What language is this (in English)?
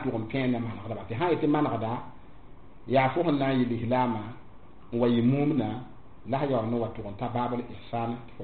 Mossi